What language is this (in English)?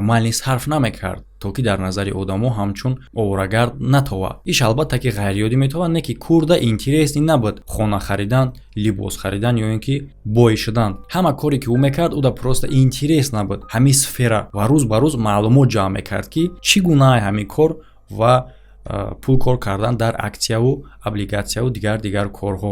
Tajik